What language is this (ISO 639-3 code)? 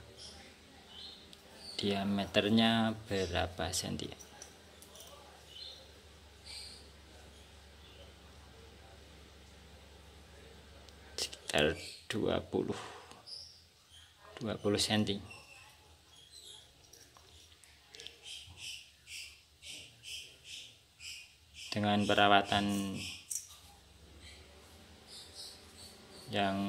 ind